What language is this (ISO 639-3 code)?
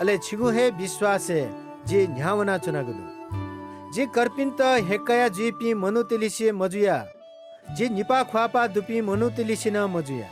new